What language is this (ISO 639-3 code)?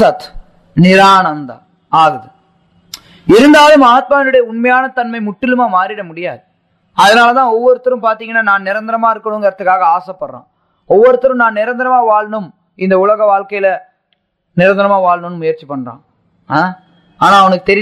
tam